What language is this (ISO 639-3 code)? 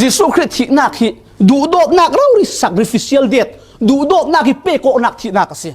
cfm